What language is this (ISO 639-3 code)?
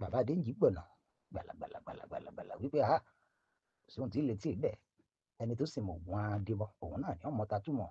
yor